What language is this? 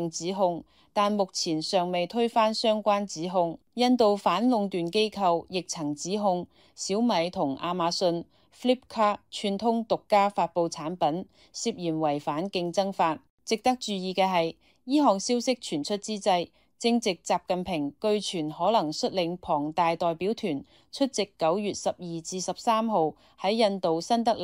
Cantonese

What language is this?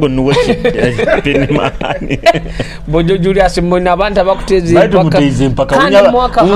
Nyoro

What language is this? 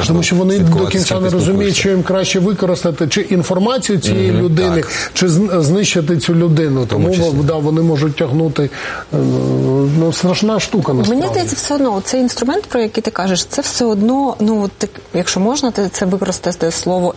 Ukrainian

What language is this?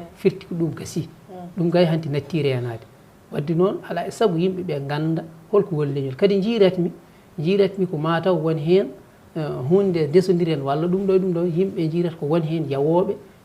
Fula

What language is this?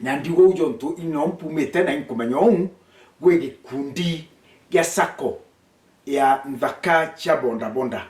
Meru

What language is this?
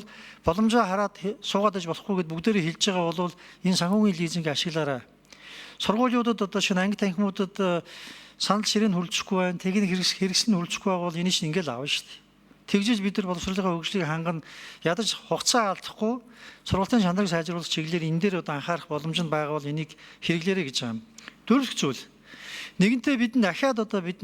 Mongolian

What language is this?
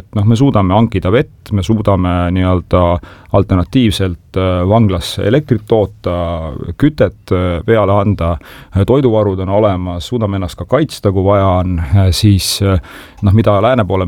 Estonian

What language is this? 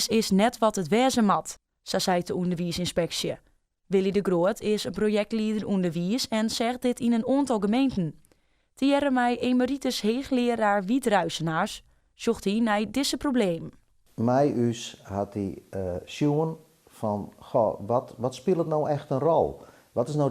Western Frisian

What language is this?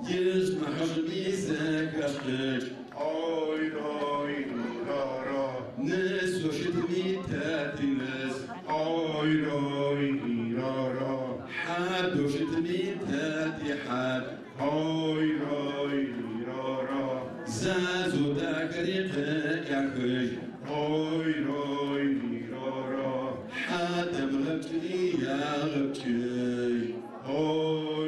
Adyghe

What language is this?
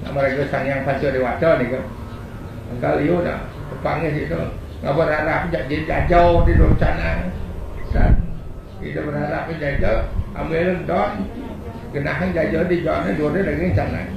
Balinese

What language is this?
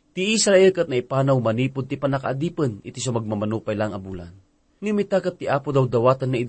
Iloko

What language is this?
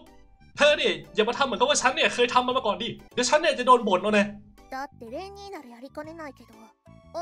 Thai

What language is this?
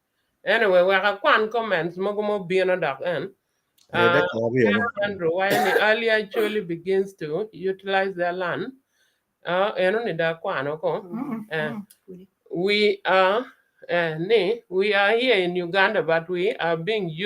Acoli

